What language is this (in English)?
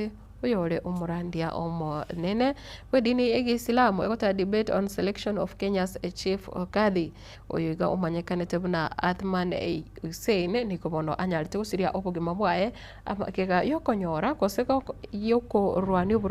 Gusii